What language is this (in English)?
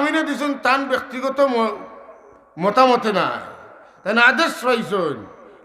Sylheti